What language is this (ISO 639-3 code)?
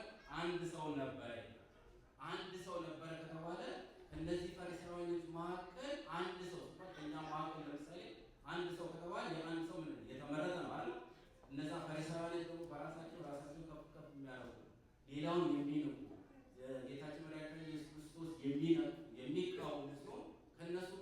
amh